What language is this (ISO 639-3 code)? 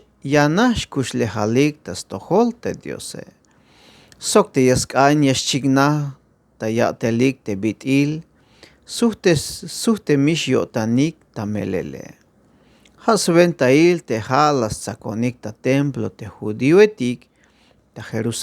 tzh